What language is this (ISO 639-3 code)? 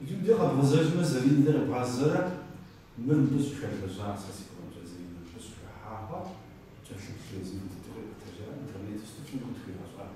kbd